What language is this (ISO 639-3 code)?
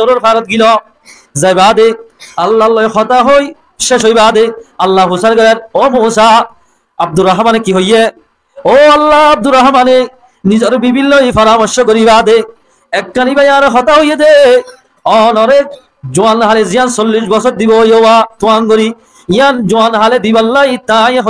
rhg